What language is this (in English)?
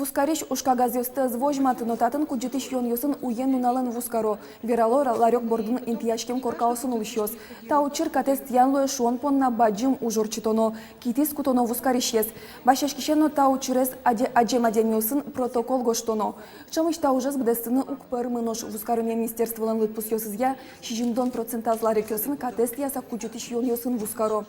Udmurt